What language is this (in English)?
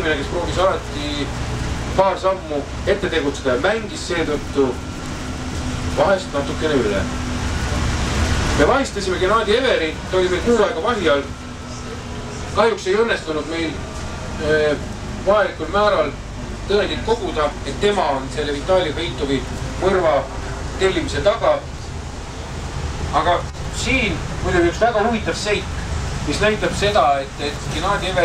Estonian